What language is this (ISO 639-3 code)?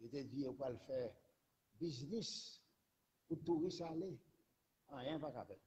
hat